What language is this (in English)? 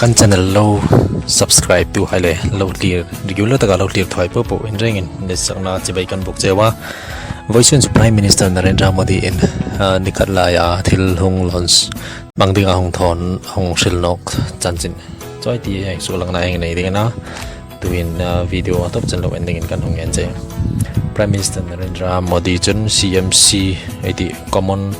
Hmar